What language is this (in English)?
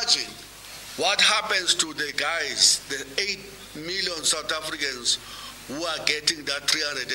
English